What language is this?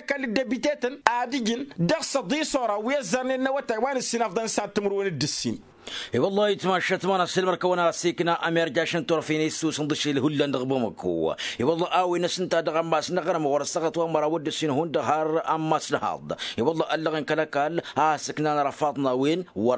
Tamasheq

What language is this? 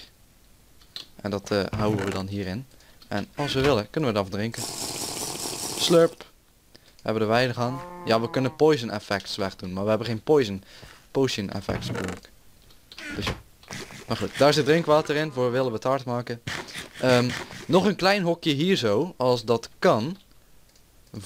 Dutch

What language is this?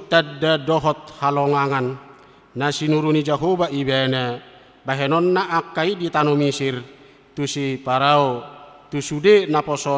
Batak Toba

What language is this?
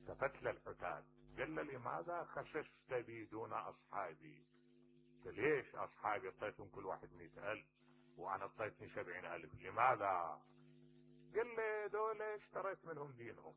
Mesopotamian Arabic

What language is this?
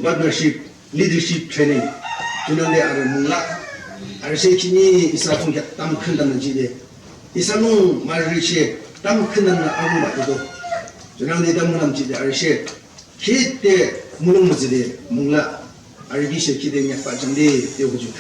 Yimchungru Naga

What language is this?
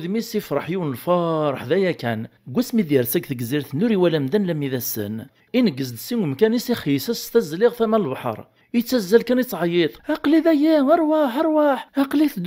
Kabyle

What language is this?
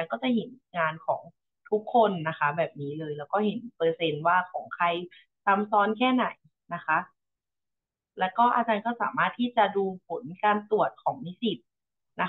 Thai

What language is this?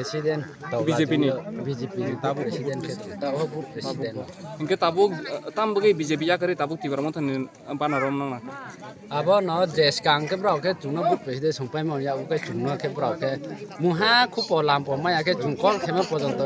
Kok Borok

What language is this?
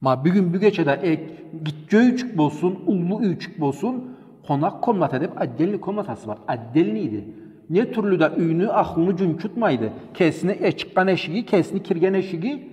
Karachay-Balkar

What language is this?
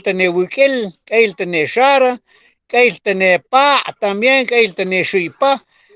Mam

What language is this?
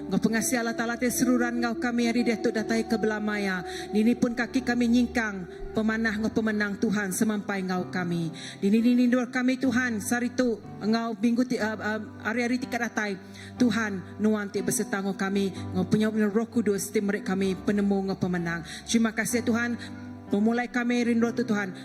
Iban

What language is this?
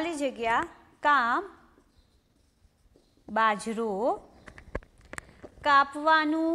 Gujarati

